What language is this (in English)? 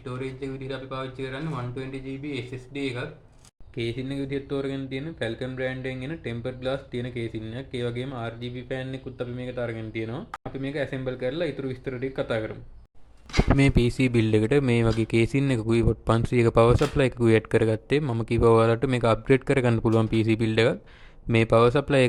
Sinhala